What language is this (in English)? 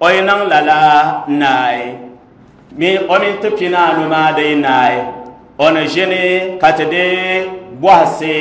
Dagbani